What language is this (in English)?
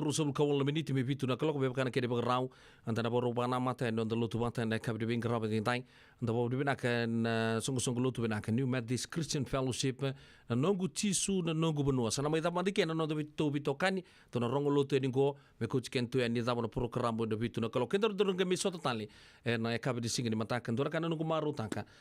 Fijian